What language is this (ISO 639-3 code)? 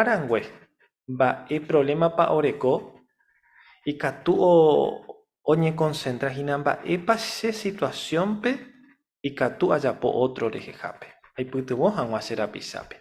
grn